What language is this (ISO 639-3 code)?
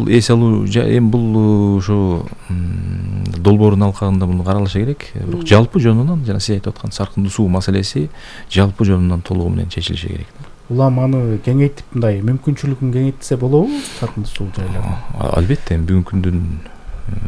kir